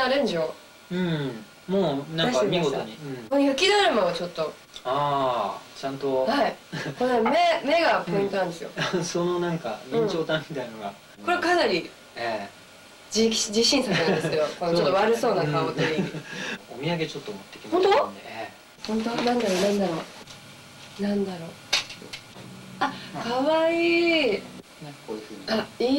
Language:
Japanese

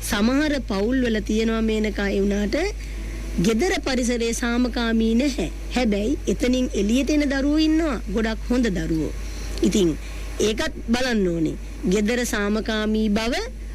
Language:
Sinhala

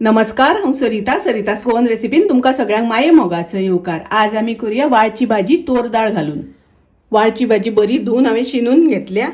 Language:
Konkani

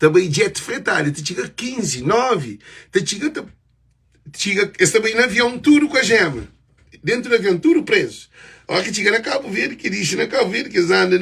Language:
Kabuverdianu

